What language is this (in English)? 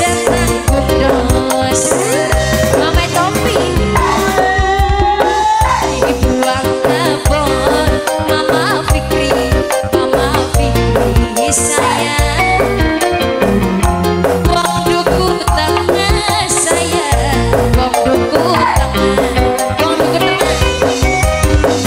Indonesian